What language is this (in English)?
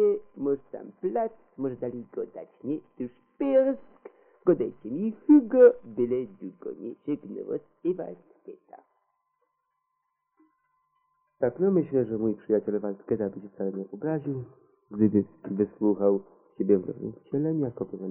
Polish